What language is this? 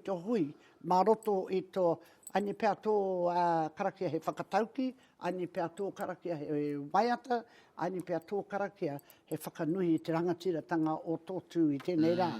Māori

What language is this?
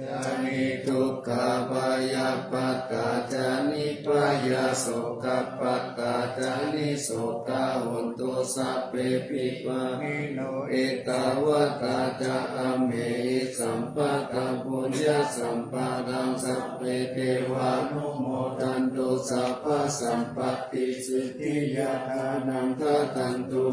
Pali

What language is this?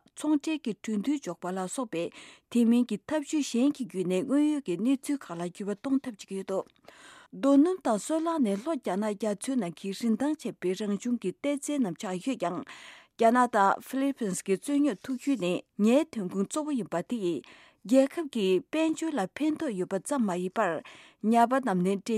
Tibetan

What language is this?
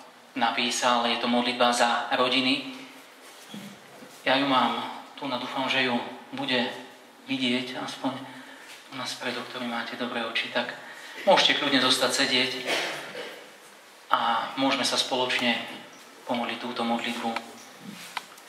Slovak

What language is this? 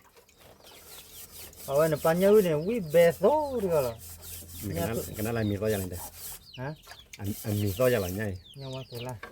S'gaw Karen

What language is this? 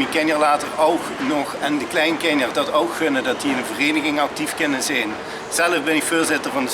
Limburgish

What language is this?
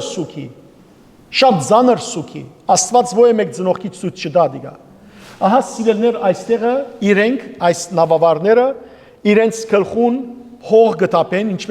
Western Armenian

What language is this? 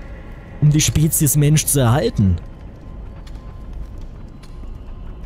German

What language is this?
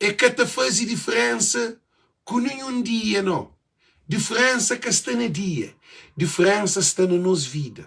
Kabuverdianu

